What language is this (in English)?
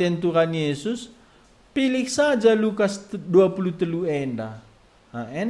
Batak Karo